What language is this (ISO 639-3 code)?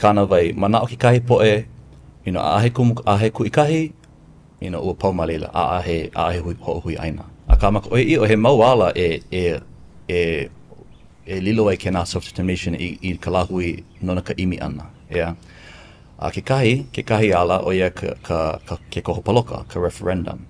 haw